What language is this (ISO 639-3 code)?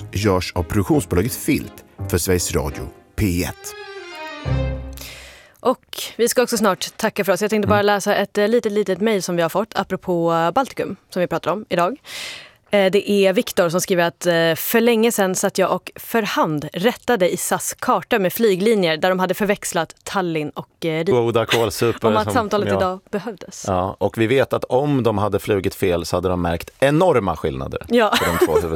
swe